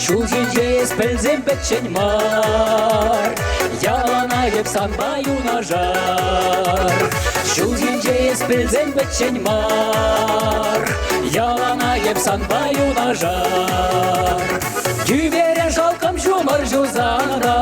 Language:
Chuvash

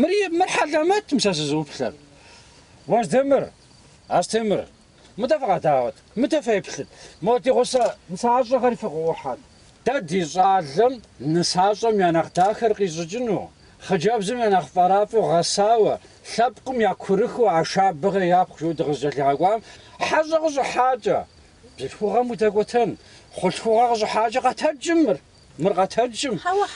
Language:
Kabardian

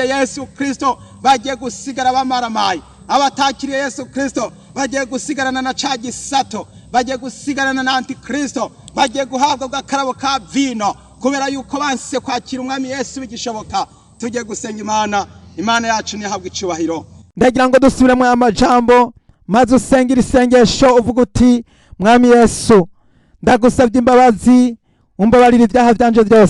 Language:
Rundi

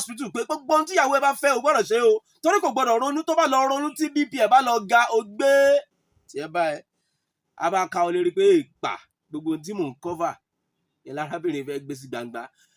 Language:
Yoruba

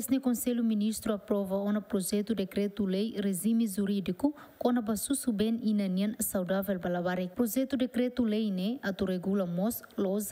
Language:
Tetum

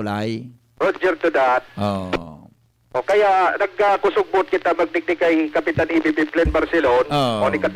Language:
Bikol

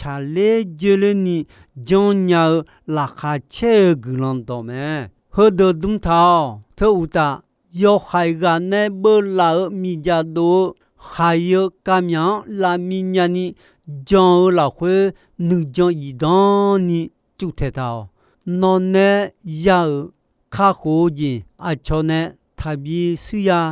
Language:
Akha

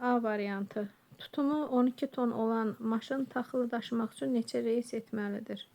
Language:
Azerbaijani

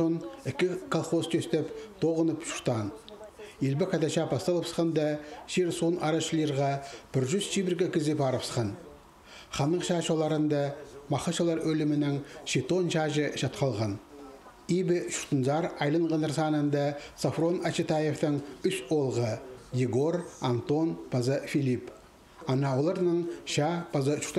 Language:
Khakas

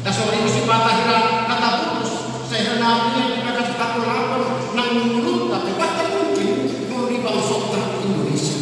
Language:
Batak Toba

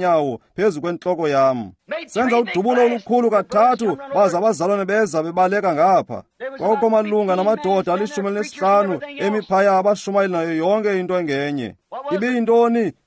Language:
Xhosa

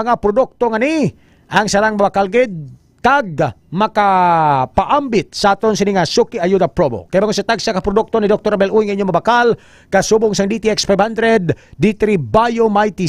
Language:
Hiligaynon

